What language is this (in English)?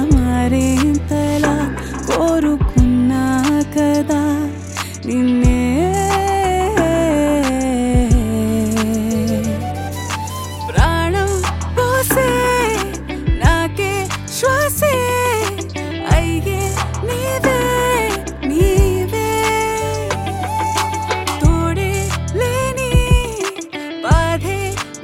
Telugu